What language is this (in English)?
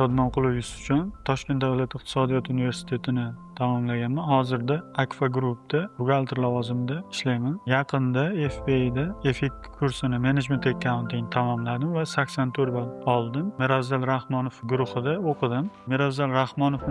Uzbek